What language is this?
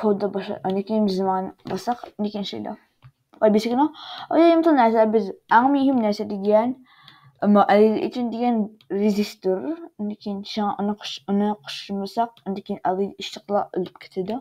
Uyghur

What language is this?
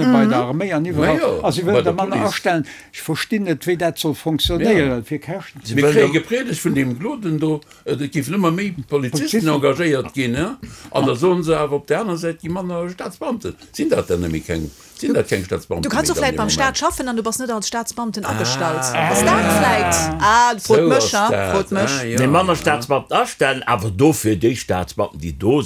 Luxembourgish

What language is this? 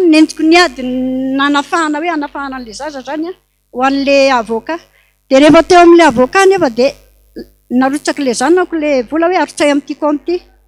Malagasy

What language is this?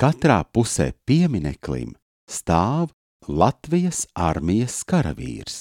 Latvian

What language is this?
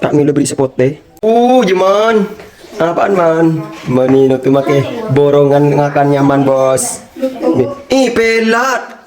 Madurese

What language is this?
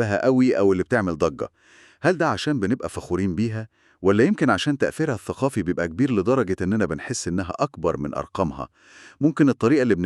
Egyptian Arabic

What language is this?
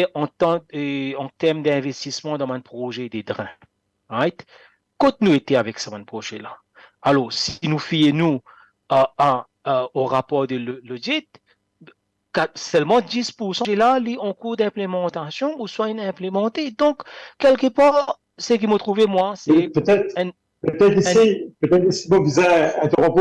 Morisyen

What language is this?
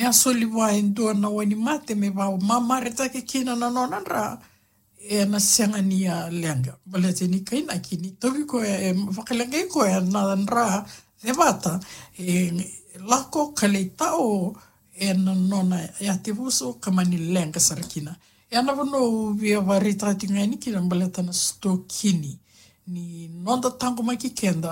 Fijian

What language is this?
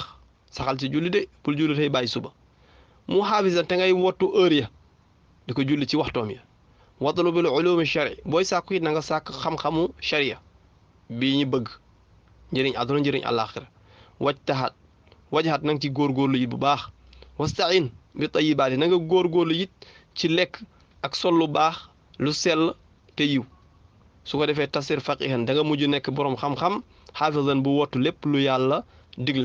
Wolof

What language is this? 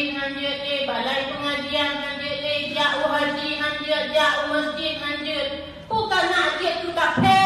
Achinese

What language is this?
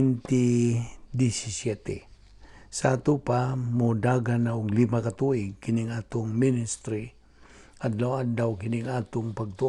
Cebuano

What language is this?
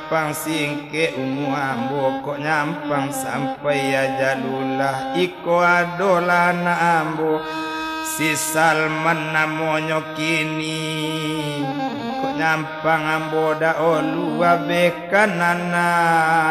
Minangkabau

